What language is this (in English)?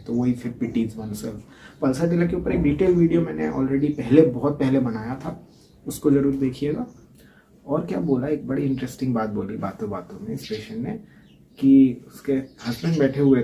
Hindi